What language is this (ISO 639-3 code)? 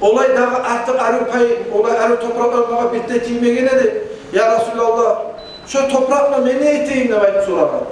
kum